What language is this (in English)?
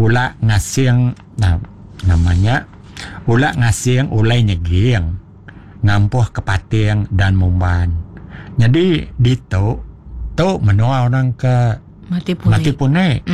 Iban